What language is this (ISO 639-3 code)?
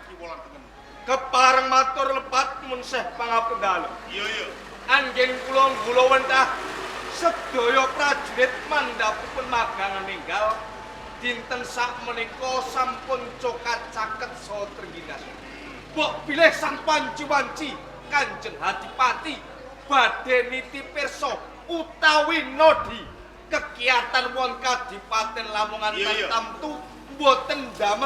jav